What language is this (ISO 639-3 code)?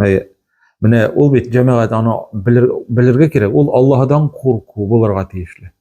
tat